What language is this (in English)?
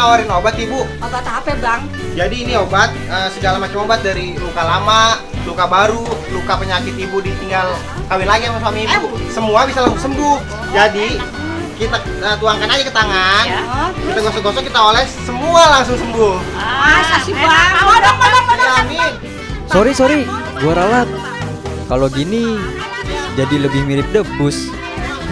Betawi